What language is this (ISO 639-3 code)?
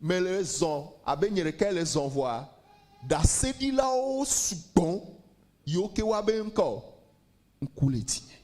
ewe